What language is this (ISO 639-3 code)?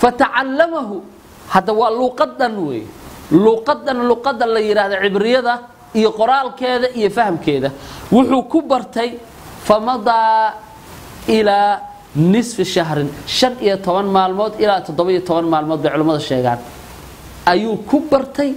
som